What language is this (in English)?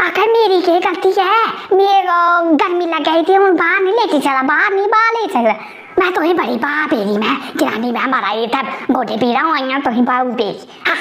Dogri